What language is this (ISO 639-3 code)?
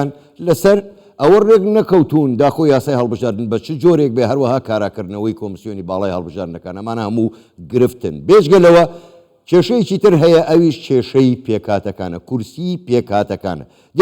ckb